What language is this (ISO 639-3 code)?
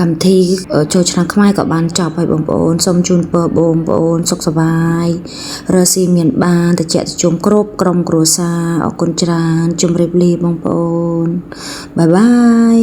khm